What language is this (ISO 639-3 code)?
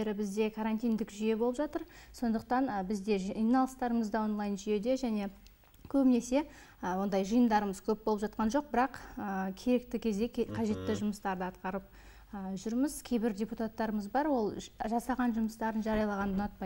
kaz